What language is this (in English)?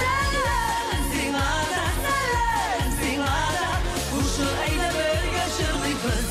Tatar